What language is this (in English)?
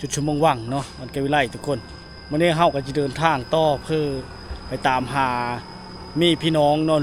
Lao